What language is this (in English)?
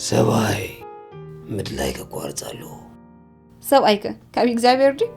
Tigrinya